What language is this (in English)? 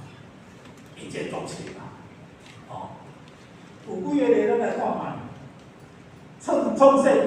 Min Nan Chinese